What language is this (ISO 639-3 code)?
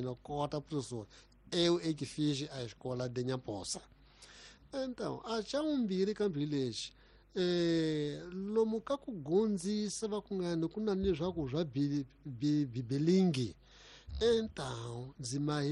tso